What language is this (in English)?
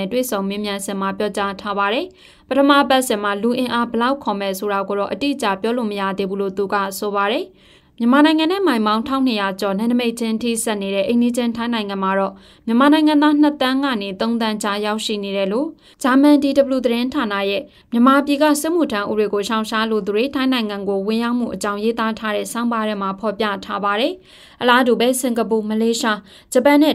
Burmese